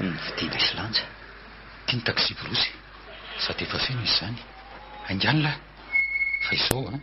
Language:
Malagasy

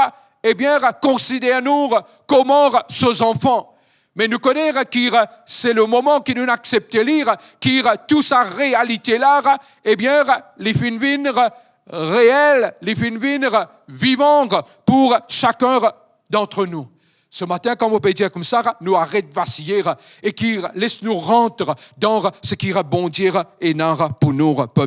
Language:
Morisyen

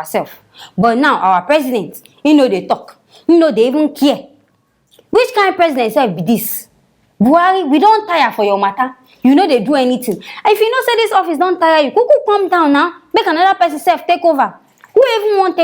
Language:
Nigerian Pidgin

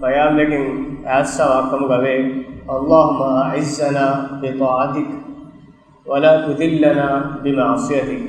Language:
Divehi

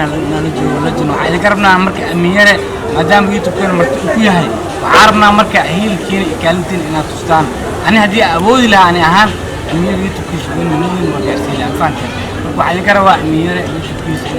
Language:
Somali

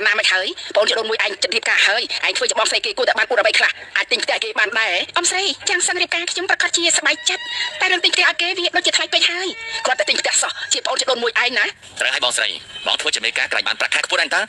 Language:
Khmer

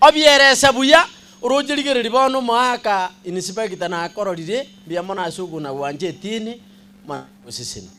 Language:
Gusii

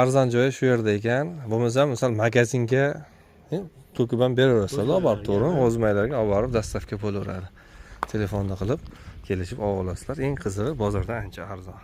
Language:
Uzbek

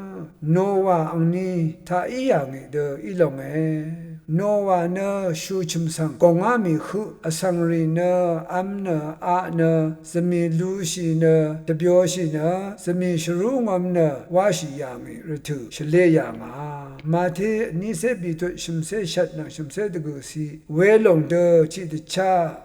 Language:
Rawang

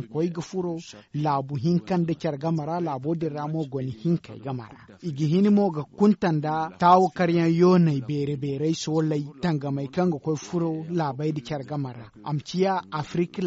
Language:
Zarma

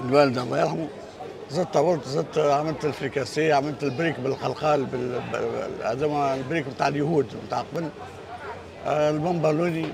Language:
Tunisian Arabic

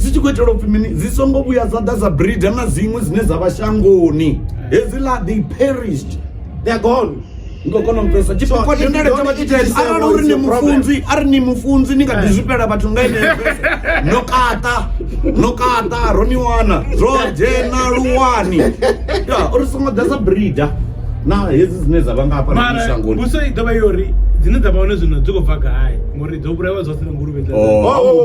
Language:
Venda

